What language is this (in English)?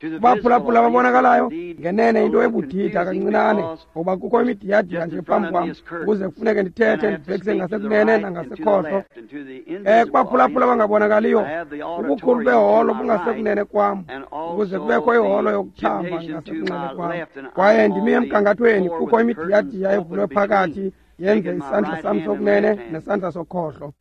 Xhosa